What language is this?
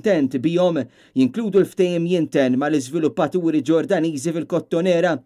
Maltese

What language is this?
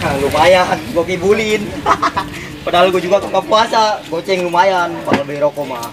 Betawi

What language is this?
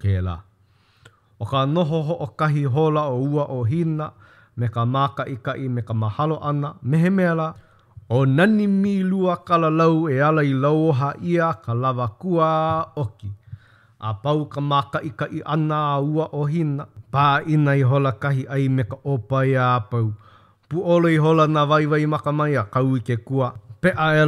Hawaiian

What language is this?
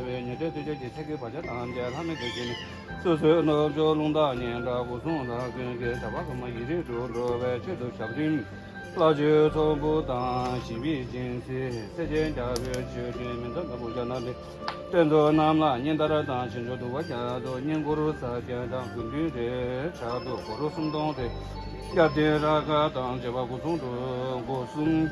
Tibetan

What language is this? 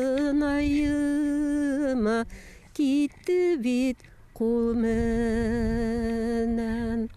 Bashkir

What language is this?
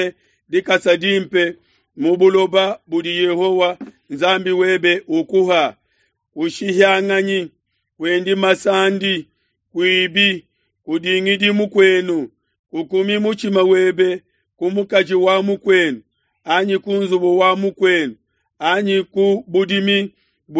Luba-Lulua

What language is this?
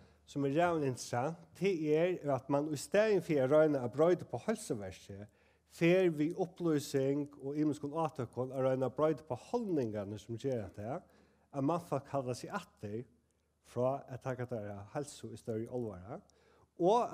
Faroese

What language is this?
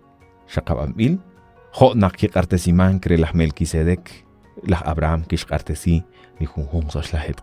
Kekchí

